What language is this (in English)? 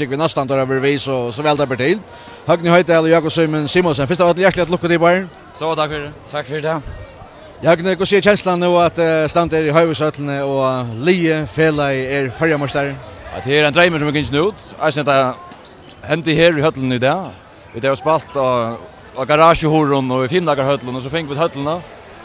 Faroese